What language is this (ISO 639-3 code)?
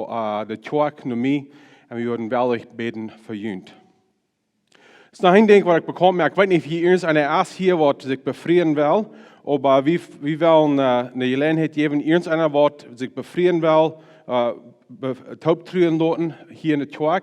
pdt